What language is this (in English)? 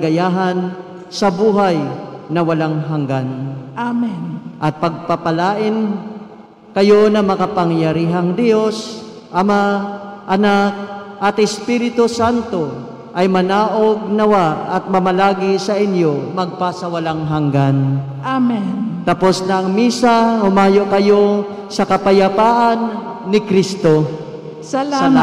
Filipino